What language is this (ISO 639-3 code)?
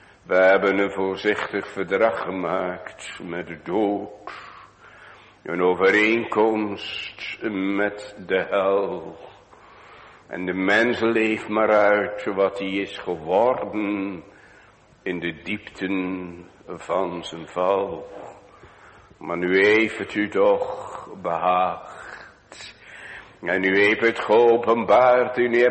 nld